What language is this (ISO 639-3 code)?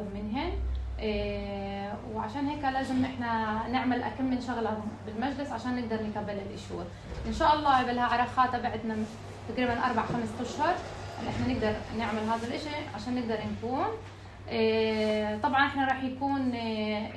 apc